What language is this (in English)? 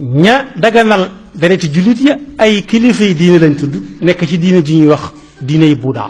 Wolof